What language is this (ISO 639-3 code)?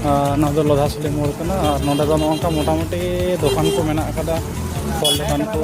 sat